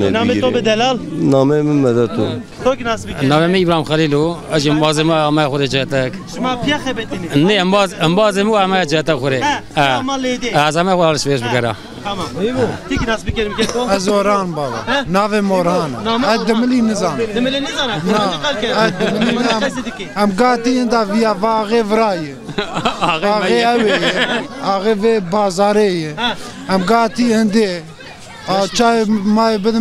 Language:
Zaza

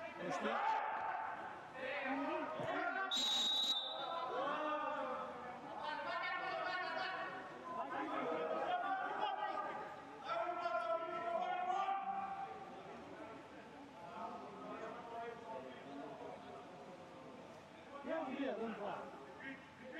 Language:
Romanian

